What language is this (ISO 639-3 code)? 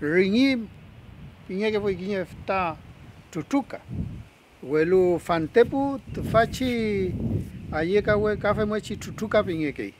arn